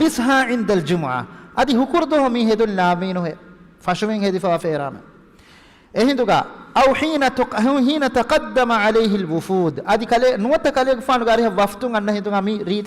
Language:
Divehi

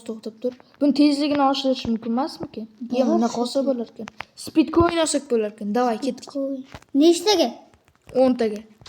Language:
Uzbek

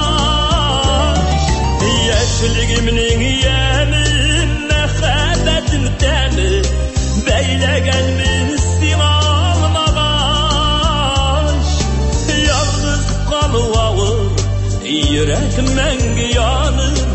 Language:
Tatar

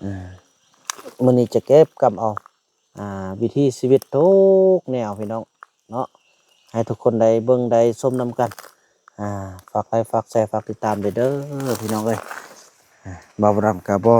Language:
Lao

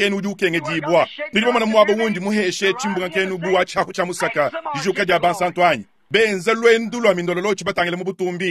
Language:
Luba-Lulua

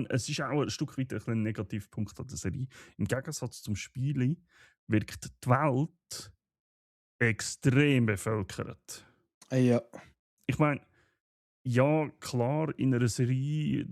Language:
Swiss German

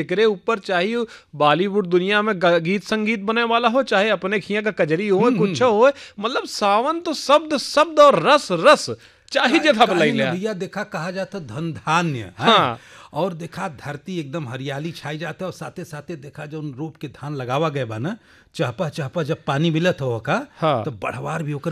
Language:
Bhojpuri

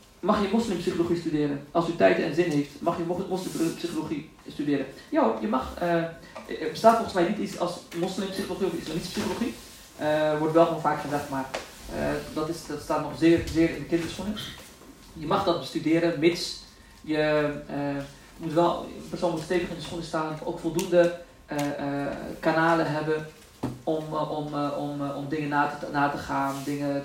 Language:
Dutch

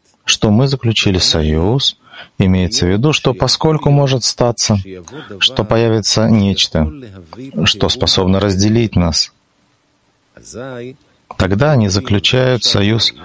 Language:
Russian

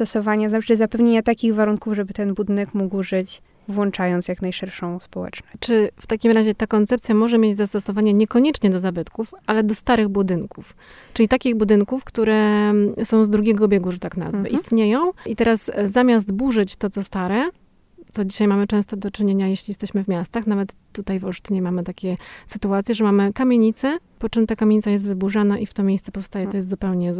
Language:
Polish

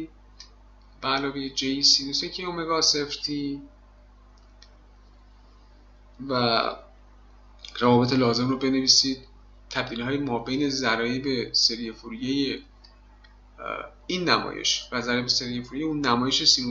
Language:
Persian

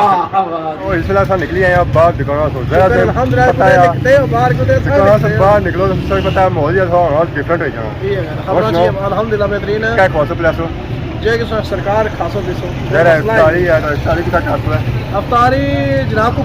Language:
Pahari-Potwari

